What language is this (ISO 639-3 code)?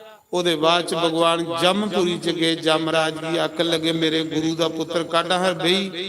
doi